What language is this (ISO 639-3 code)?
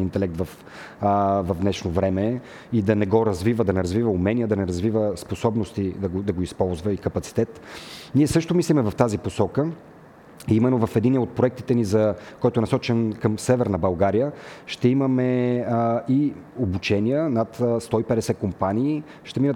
bul